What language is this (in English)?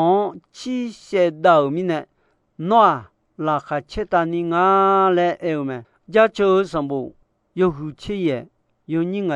Akha